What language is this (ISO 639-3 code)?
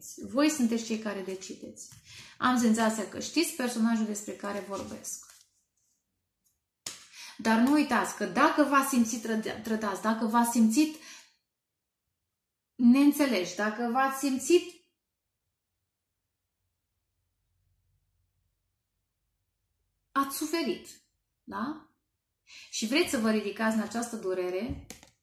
ron